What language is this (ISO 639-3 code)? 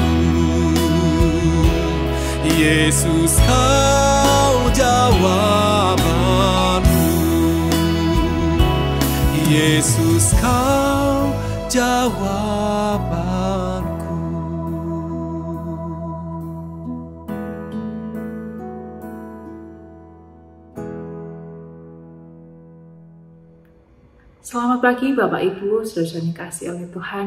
ind